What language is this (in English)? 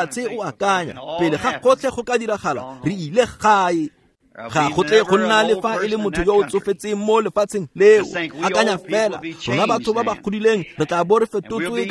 Tswana